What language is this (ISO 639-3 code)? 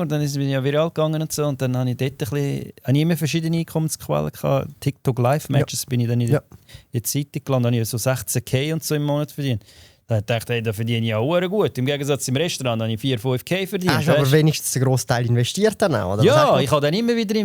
gsw